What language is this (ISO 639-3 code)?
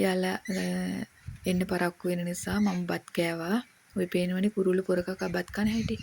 sin